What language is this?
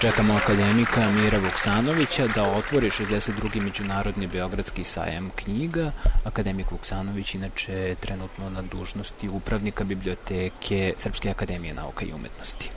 Serbian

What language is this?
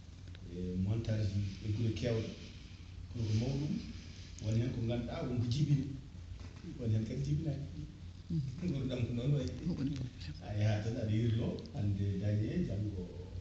Fula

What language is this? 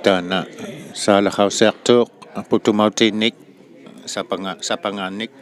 Inuktitut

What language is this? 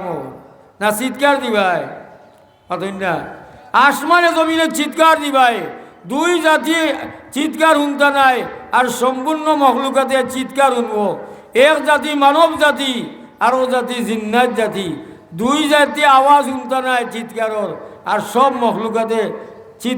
Sylheti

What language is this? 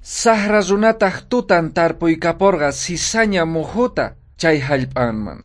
South Bolivian Quechua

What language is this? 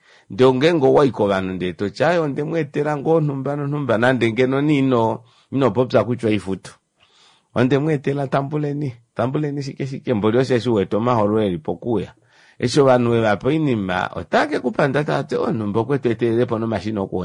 Kuanyama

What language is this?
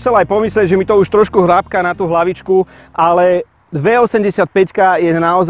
Slovak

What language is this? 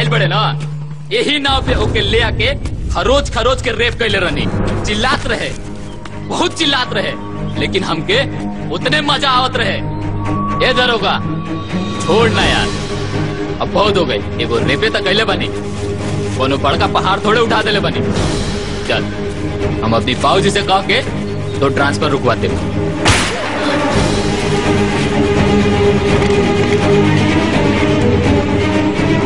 Bhojpuri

